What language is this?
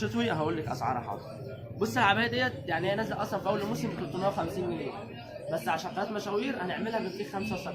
Egyptian Arabic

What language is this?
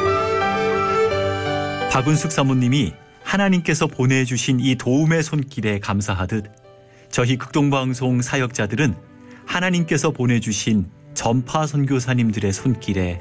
Korean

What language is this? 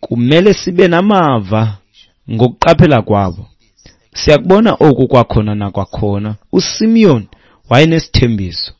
Xhosa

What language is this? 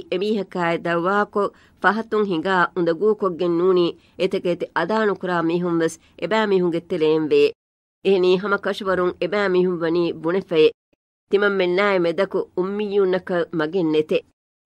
Divehi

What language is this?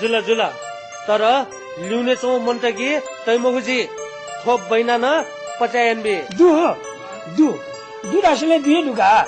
Newari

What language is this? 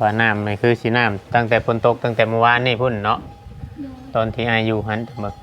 Northeastern Thai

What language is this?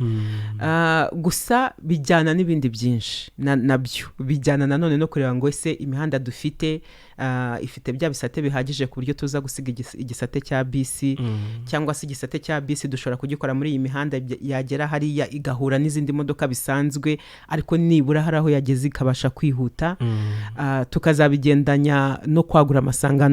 Kinyarwanda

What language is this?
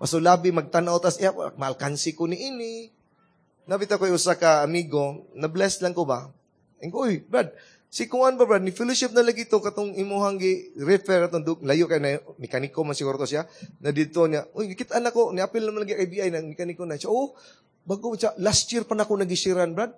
Cebuano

